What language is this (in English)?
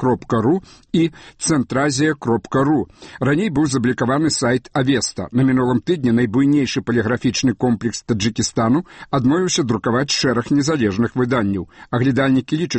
Belarusian